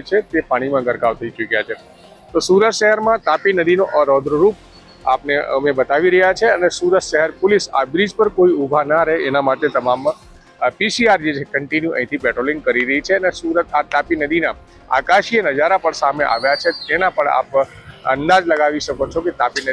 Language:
Gujarati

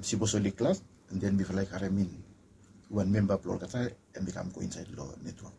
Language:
Bislama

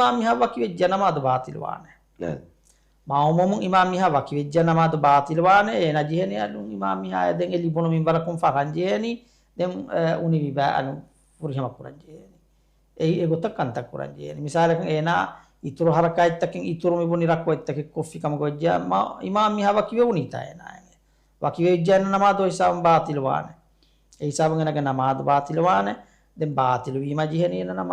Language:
Divehi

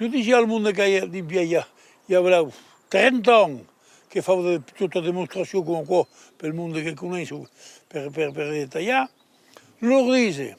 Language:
Occitan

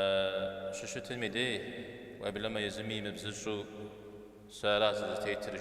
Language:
Kabardian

